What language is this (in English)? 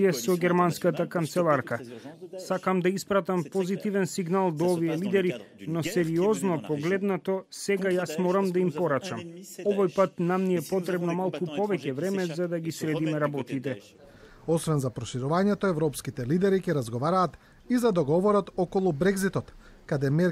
Macedonian